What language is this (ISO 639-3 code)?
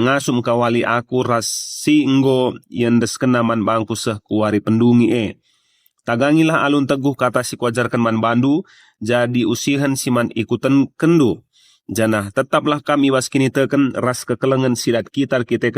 btx